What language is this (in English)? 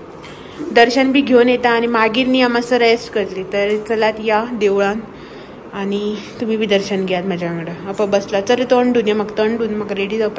Konkani